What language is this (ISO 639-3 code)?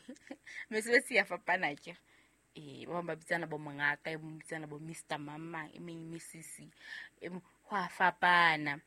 sot